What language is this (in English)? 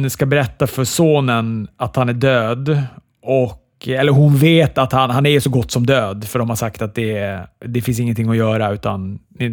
Swedish